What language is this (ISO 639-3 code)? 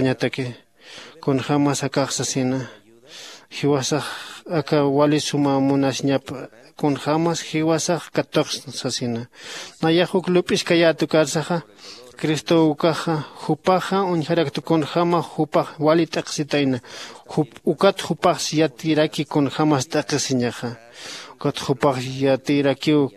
aym